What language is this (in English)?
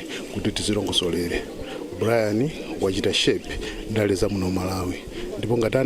Nyanja